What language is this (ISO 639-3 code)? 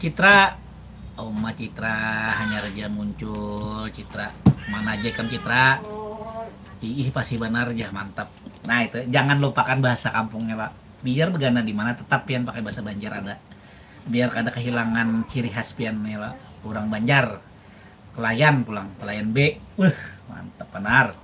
bjn